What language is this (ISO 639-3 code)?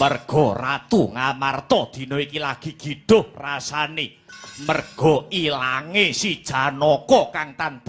jav